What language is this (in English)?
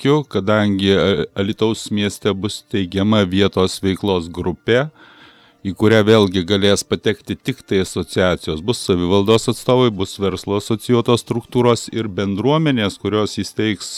Lithuanian